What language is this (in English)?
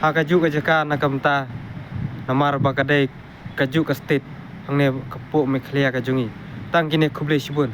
Khasi